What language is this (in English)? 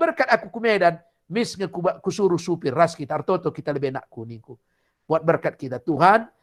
Batak Karo